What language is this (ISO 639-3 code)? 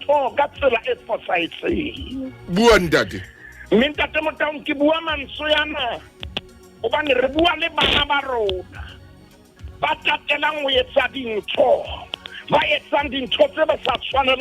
sot